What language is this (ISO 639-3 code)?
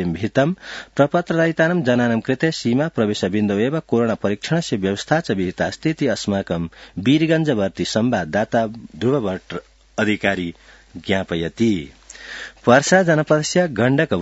san